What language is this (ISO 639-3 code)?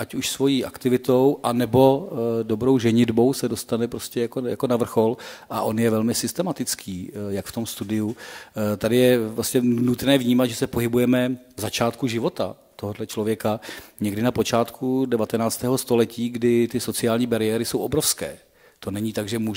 ces